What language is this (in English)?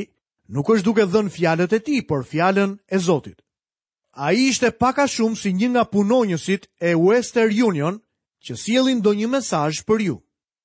Albanian